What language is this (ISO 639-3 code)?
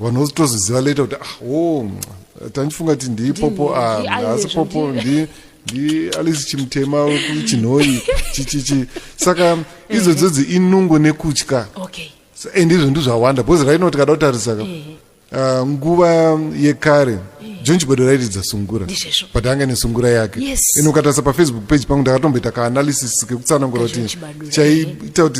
sna